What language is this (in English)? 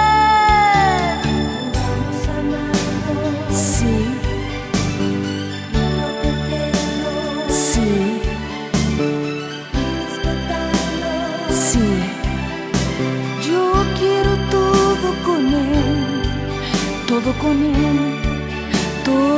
Spanish